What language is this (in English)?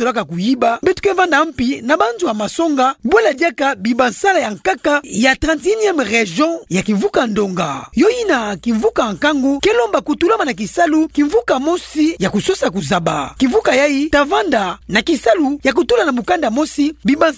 Kituba (Democratic Republic of Congo)